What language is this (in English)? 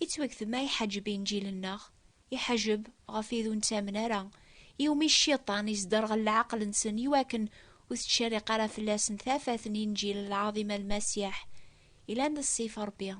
Kabyle